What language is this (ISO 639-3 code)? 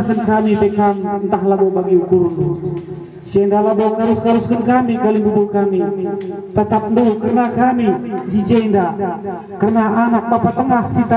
btx